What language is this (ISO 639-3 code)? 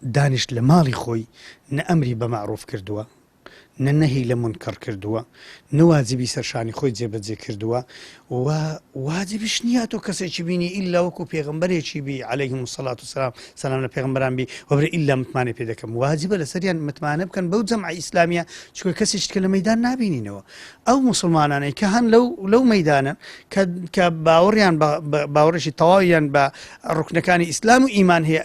ckb